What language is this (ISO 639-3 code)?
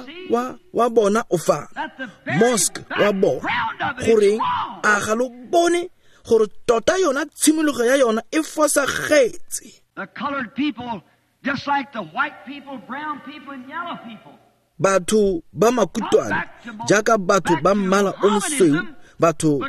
tsn